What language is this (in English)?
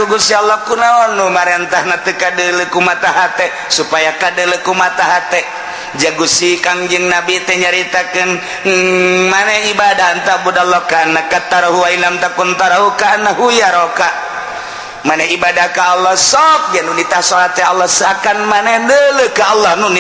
Sundanese